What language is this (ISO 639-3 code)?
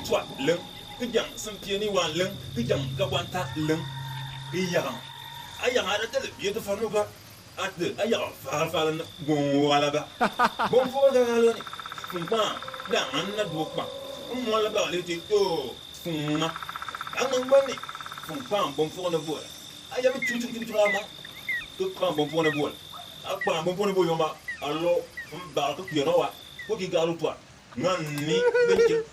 bim